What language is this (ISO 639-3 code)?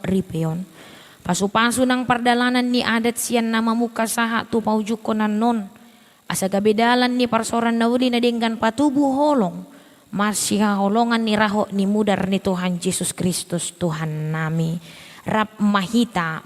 bbc